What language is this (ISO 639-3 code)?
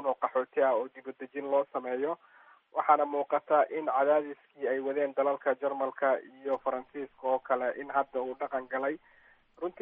som